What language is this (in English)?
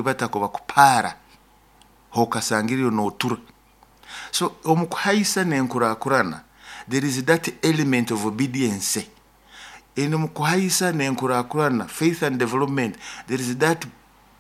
Nyoro